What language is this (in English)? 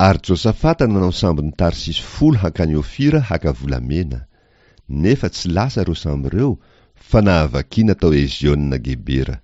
Malagasy